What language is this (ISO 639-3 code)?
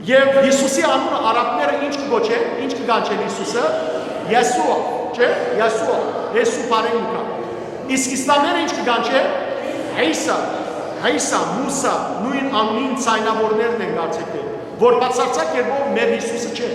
hyw